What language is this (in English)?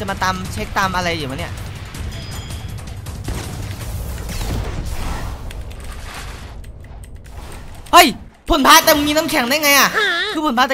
Thai